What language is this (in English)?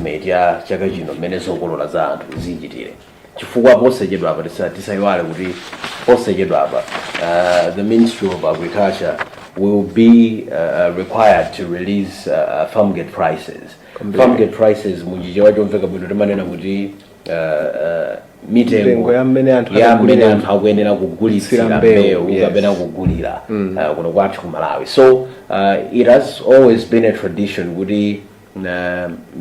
Nyanja